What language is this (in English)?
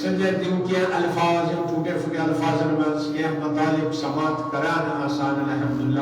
Kashmiri